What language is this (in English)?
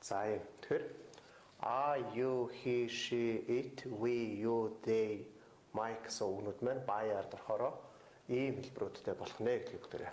Mongolian